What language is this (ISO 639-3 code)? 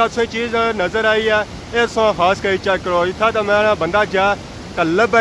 phr